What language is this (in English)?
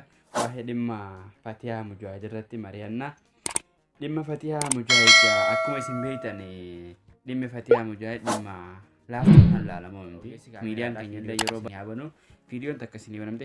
Oromo